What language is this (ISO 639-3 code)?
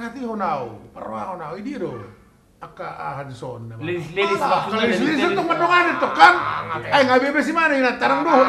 bbc